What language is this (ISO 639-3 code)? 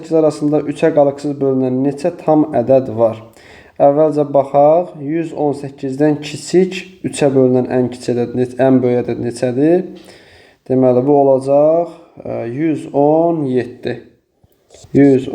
aze